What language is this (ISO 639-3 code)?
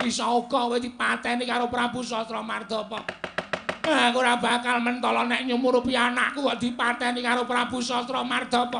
jav